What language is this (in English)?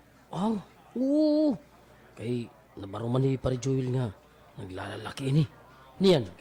Waray